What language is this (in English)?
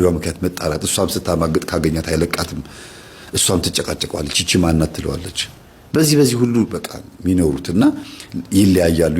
Amharic